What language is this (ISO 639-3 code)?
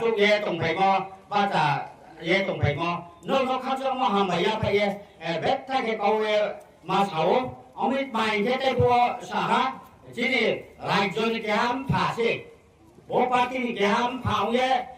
ria